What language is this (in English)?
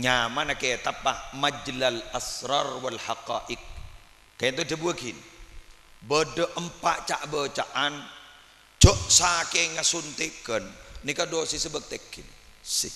Madurese